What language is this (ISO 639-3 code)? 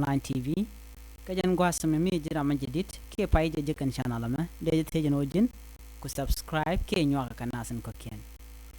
nus